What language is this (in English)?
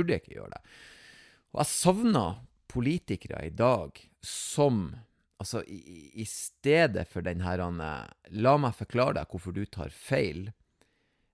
Norwegian